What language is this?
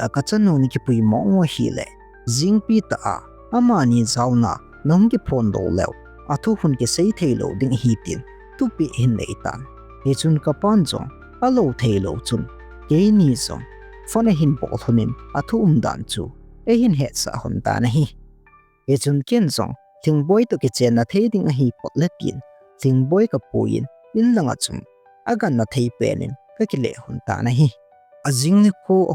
Thado Chin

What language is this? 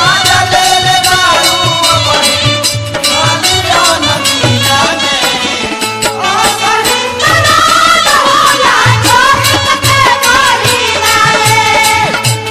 Bhojpuri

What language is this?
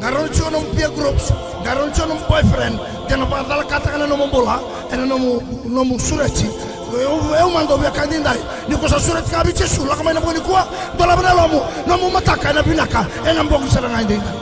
Fijian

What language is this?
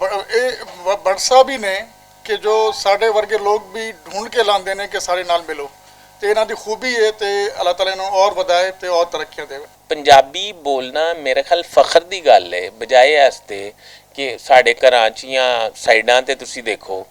Western Panjabi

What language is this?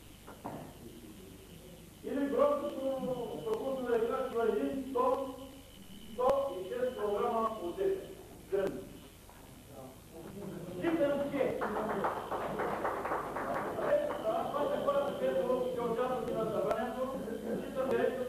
Bulgarian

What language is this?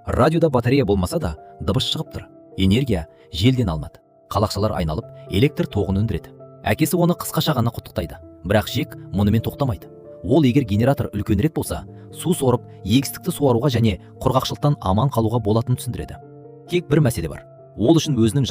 Kazakh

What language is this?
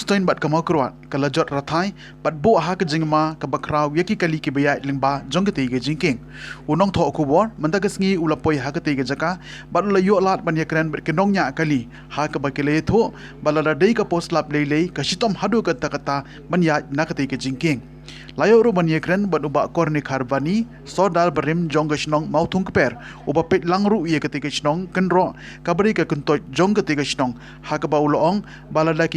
Khasi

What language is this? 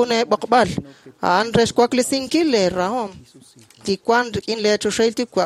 Kekchí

